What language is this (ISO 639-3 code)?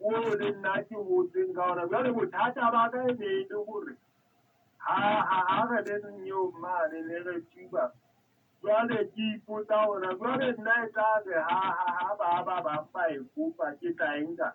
sot